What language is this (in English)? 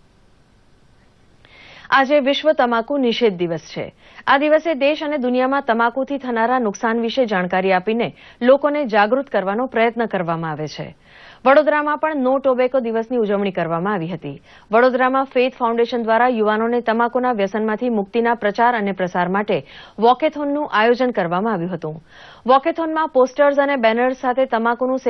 Gujarati